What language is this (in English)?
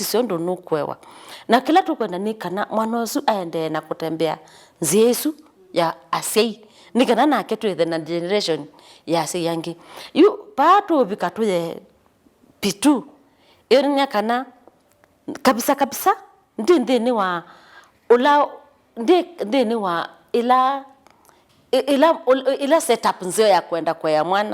Kamba